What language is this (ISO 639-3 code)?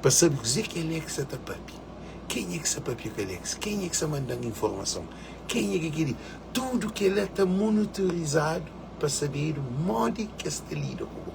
kea